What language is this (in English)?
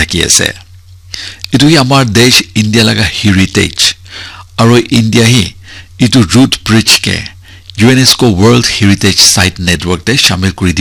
Naga Pidgin